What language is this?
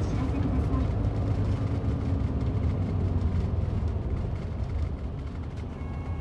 Japanese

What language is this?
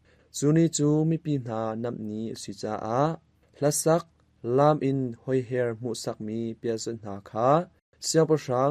Hakha Chin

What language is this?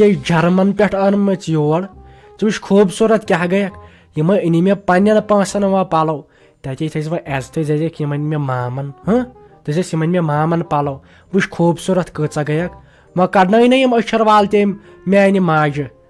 Kashmiri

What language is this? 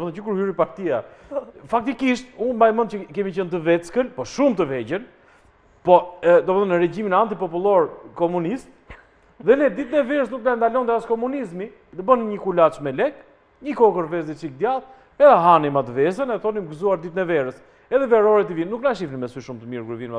Albanian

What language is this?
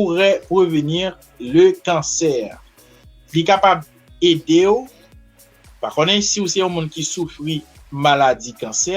Haitian Creole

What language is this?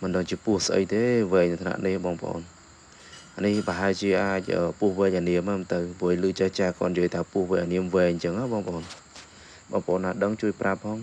Khmer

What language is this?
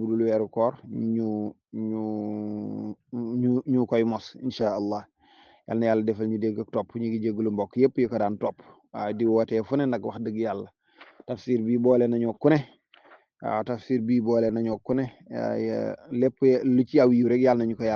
Wolof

